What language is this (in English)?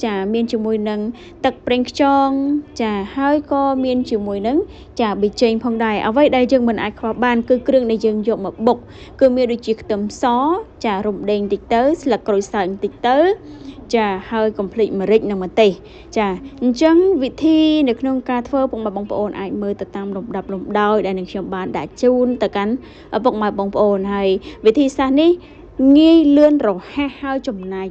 Khmer